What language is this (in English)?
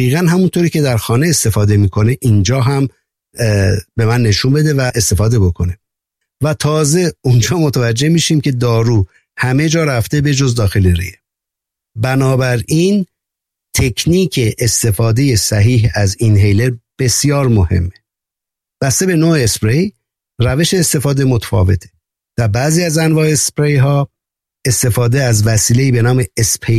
Persian